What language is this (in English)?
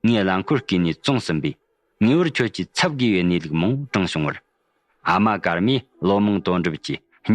Tibetan